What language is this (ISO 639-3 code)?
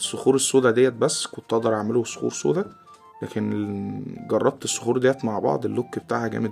arz